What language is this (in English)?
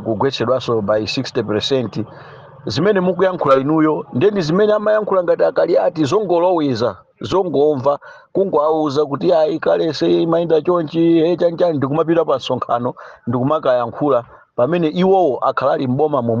Nyanja